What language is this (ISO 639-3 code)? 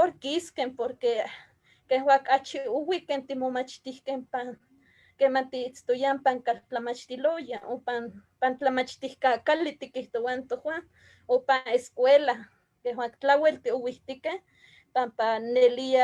nhe